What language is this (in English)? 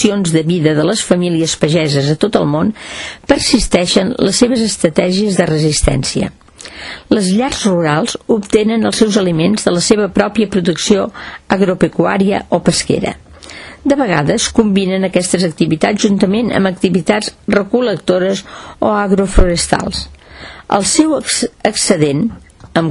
Catalan